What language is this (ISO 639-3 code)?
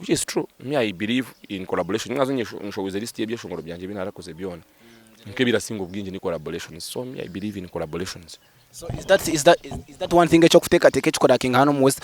nyn